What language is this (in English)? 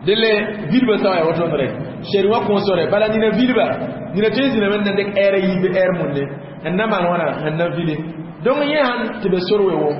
Mossi